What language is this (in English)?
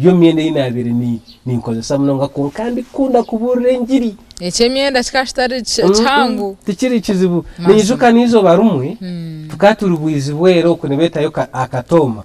Nyankole